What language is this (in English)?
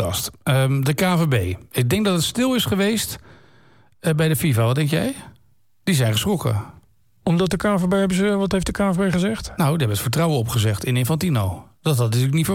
Dutch